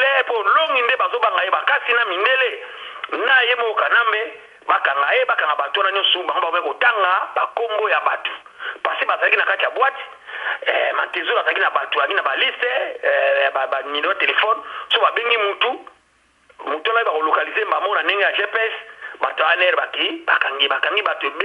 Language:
Lingala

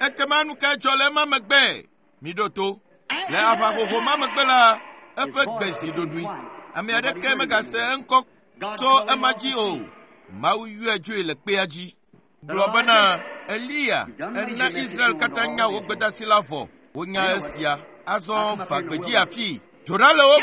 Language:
Ewe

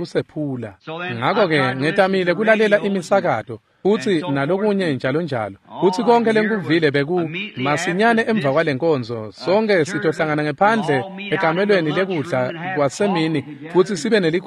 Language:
Swati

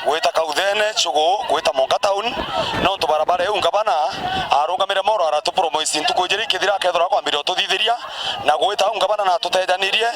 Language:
Meru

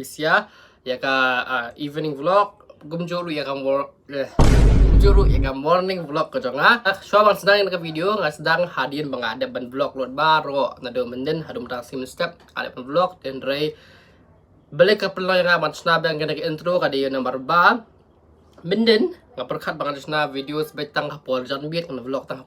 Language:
Khasi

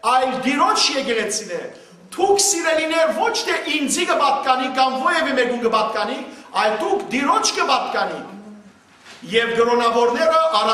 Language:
Western Armenian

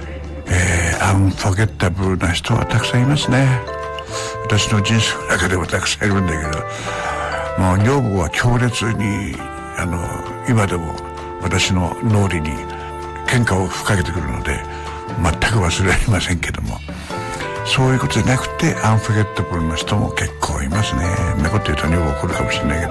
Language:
Japanese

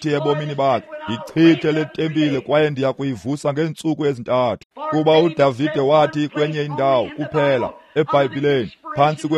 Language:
Xhosa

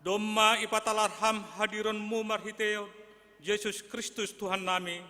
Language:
Batak Simalungun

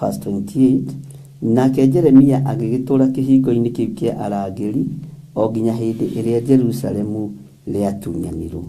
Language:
Kikuyu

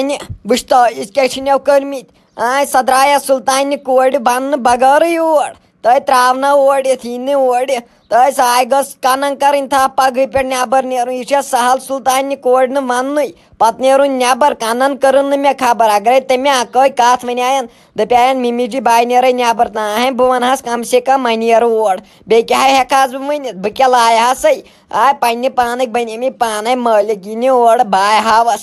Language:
Kashmiri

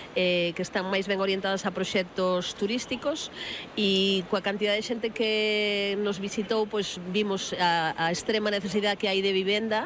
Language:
Galician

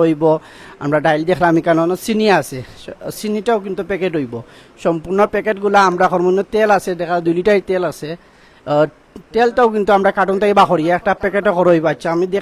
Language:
Sylheti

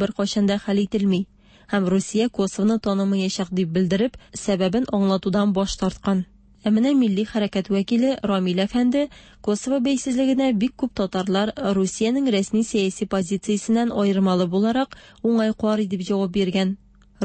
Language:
Tatar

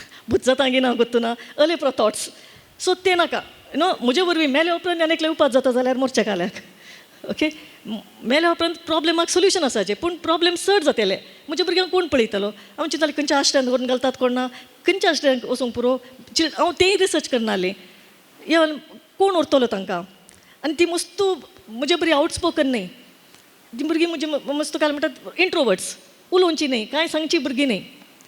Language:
Konkani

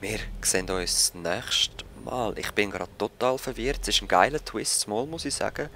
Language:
Swiss German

